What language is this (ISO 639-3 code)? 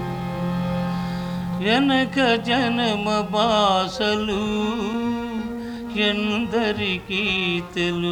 tel